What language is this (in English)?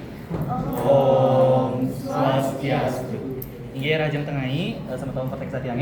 Balinese